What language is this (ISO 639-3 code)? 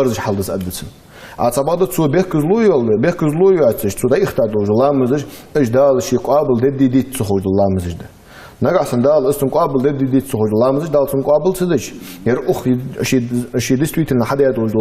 inh